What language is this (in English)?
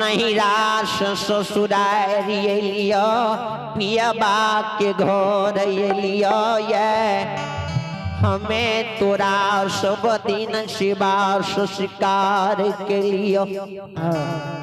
Maithili